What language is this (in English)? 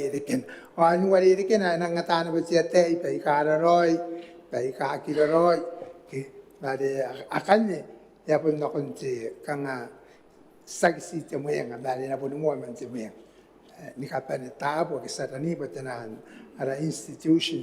Gilbertese